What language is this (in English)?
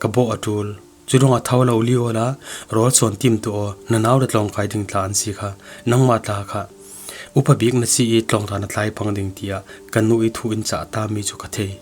Falam Chin